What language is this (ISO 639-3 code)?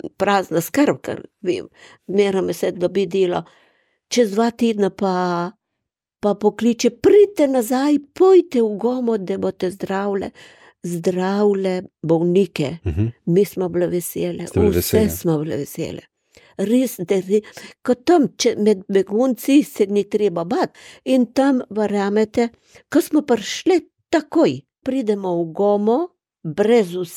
slv